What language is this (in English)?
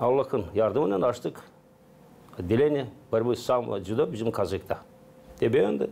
Gagauz